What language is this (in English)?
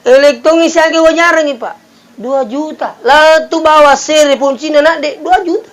Buginese